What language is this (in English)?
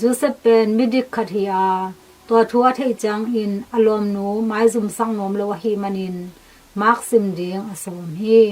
Tedim Chin